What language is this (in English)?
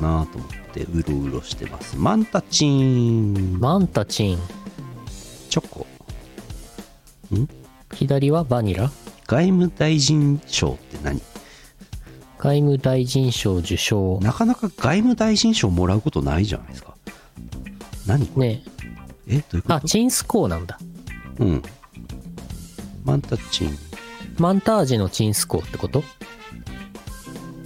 Japanese